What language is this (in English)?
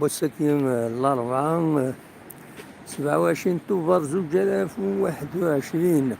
Kabyle